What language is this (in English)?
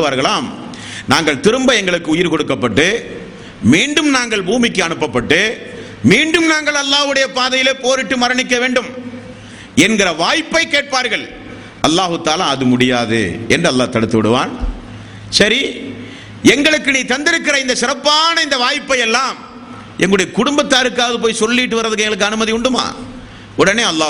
Tamil